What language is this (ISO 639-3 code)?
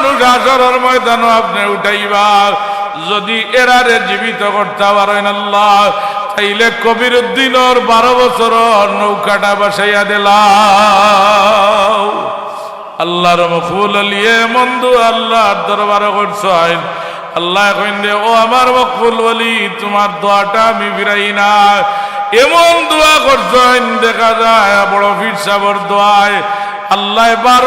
syl